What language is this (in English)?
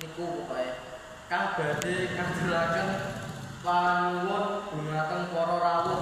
Javanese